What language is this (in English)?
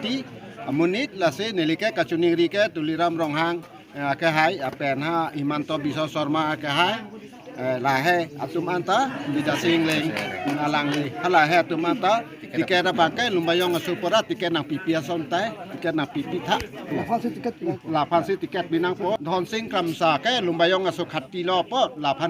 Karbi